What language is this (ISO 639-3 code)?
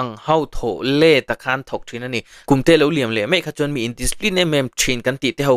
lus